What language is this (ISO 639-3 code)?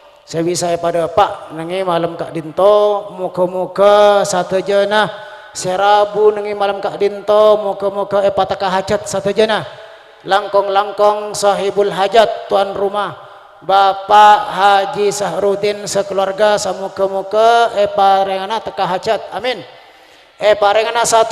mad